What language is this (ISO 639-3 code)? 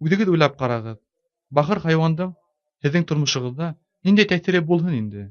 bak